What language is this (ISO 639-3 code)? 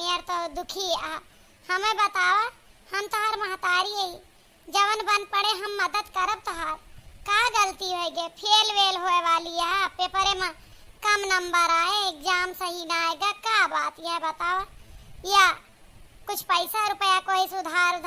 awa